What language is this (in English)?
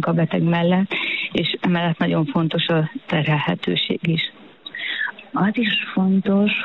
Hungarian